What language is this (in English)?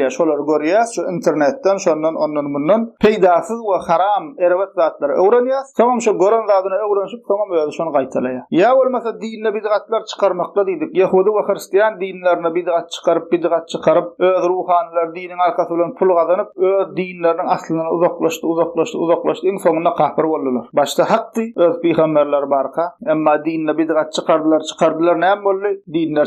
Turkmen